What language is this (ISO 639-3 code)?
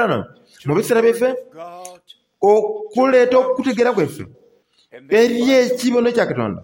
xog